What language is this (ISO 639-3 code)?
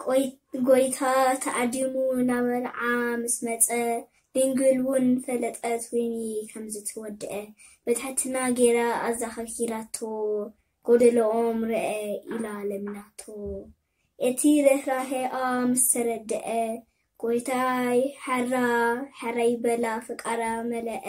tir